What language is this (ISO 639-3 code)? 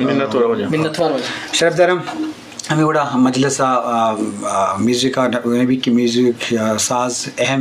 bal